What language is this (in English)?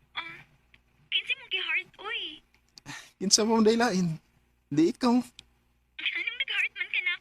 Cebuano